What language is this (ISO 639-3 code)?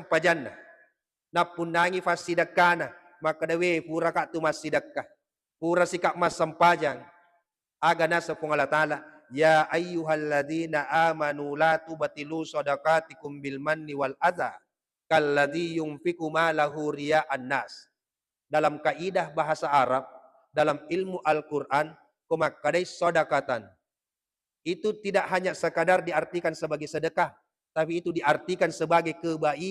bug